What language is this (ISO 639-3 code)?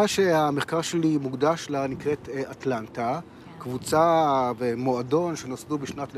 heb